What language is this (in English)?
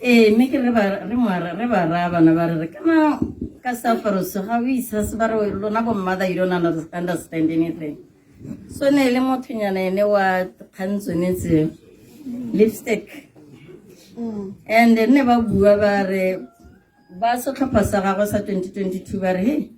Tswana